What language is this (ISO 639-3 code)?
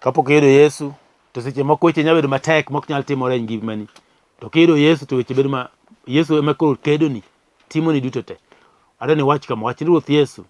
luo